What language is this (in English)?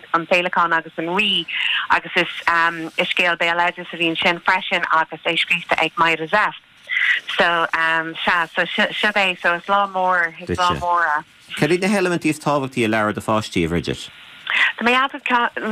Irish